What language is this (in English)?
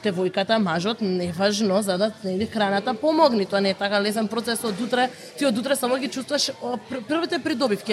Macedonian